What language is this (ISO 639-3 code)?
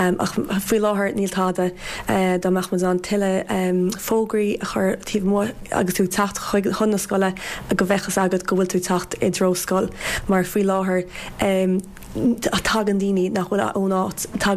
gle